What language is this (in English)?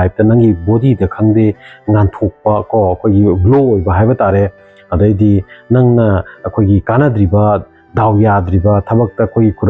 Manipuri